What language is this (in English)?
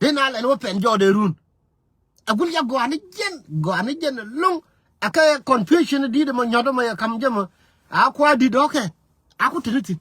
Nuer